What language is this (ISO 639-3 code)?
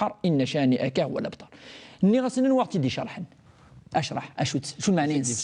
kab